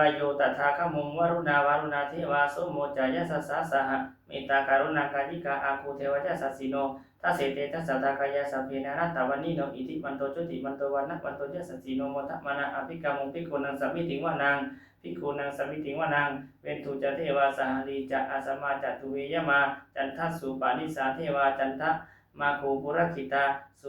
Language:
Pali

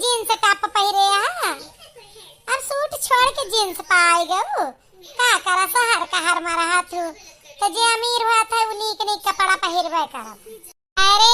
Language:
Awadhi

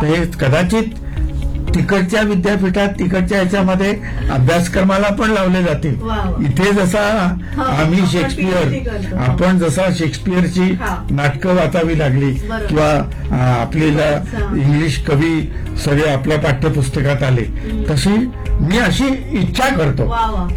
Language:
Marathi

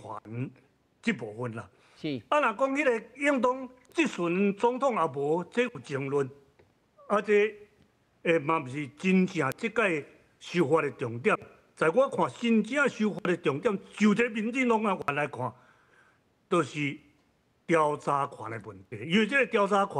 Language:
Min Nan Chinese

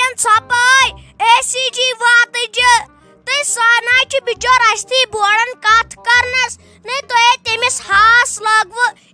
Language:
Kashmiri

